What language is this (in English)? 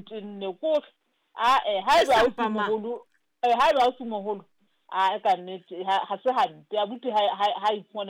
Southern Sotho